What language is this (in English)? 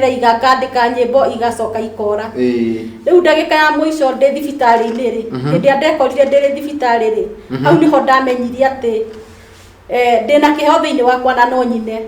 Kikuyu